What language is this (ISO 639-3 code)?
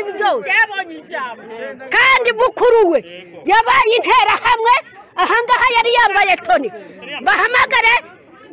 kin